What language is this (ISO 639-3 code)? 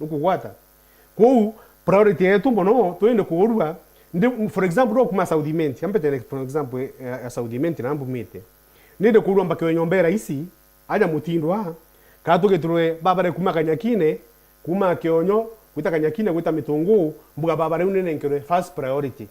mer